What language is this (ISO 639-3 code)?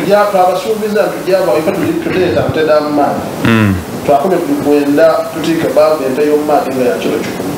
xog